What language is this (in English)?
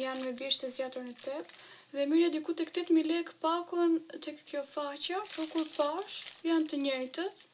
Albanian